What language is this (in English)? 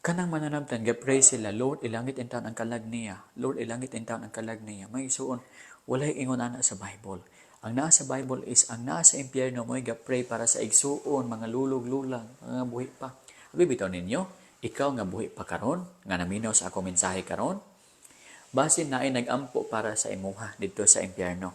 Cebuano